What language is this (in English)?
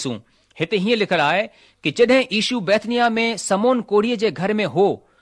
Sindhi